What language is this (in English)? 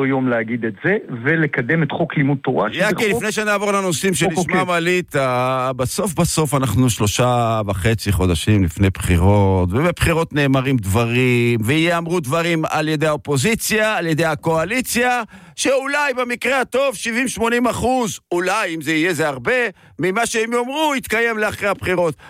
Hebrew